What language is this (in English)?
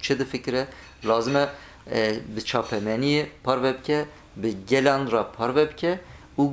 Kurdish